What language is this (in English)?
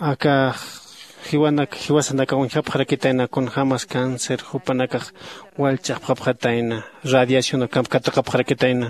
Aymara